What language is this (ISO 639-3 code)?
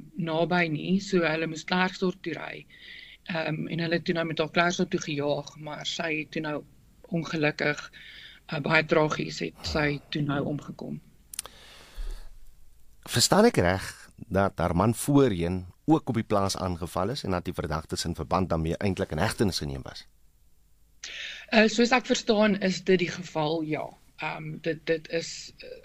afr